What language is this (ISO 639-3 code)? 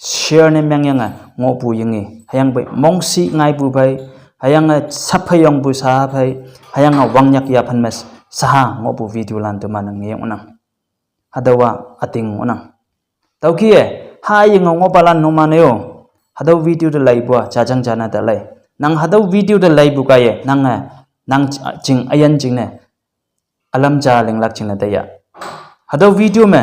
nbe